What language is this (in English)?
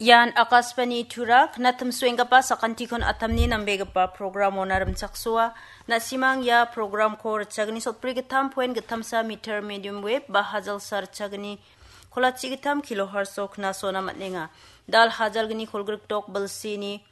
Garo